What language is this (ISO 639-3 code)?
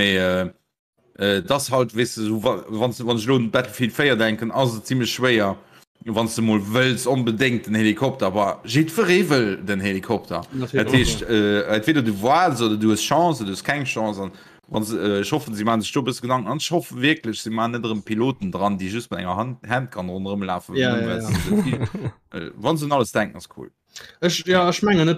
ltz